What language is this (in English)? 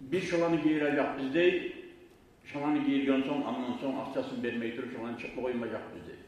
Kumyk